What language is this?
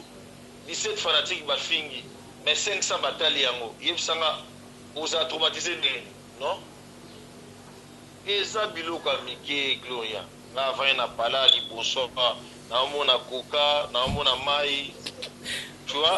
Lingala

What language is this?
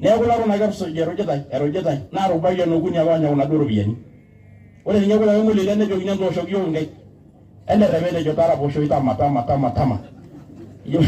Masai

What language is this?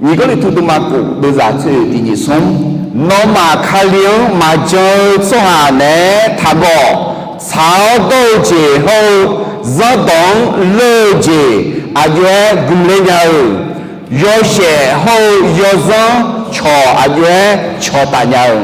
Akha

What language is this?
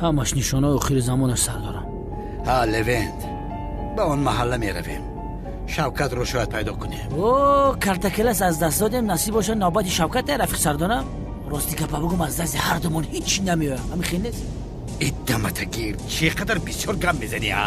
Tajik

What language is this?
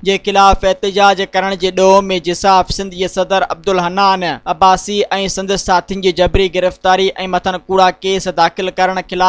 Sindhi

